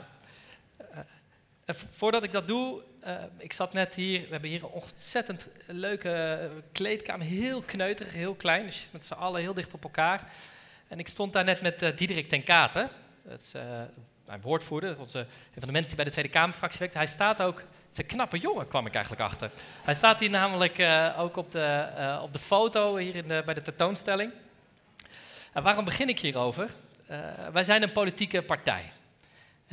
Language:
Dutch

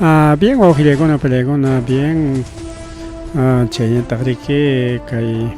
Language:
Ayacucho Quechua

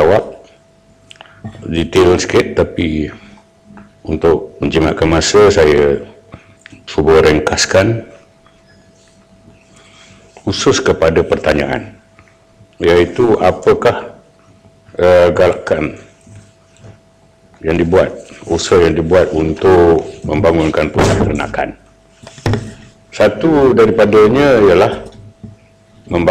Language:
Malay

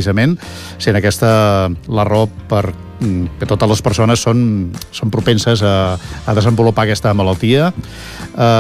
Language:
Catalan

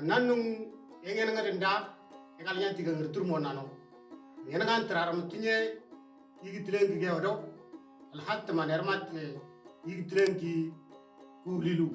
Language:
Moro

